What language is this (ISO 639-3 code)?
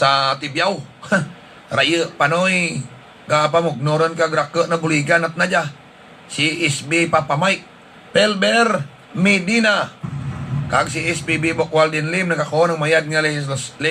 hil